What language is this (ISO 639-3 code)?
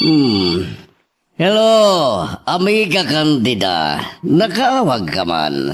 ilo